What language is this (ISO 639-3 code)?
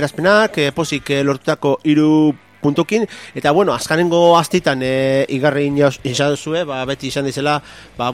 eus